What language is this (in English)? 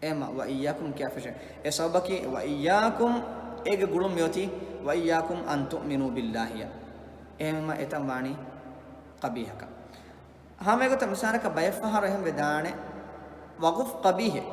Divehi